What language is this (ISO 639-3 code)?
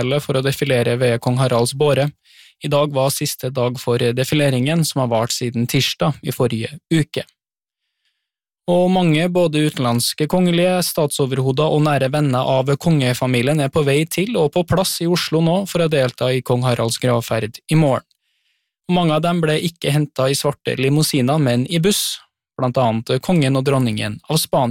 nor